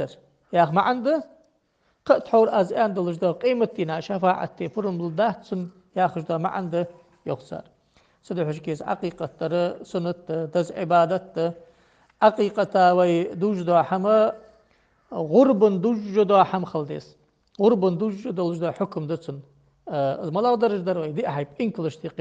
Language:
Ingush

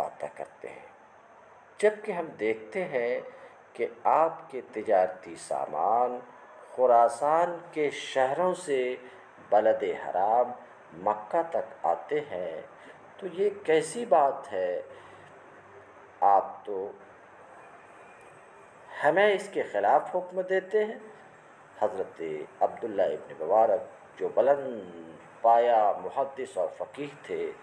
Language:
Urdu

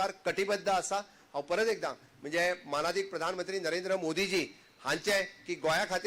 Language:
Konkani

